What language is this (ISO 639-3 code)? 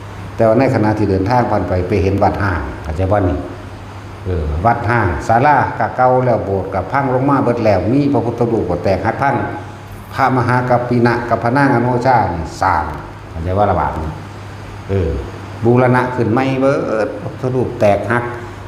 tts